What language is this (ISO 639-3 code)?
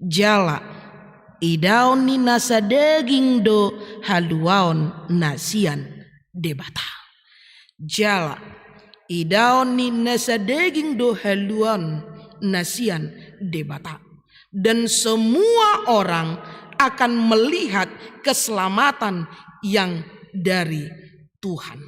bbc